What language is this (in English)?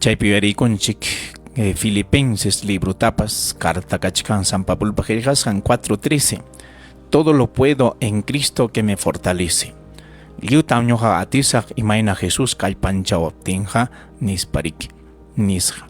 Ayacucho Quechua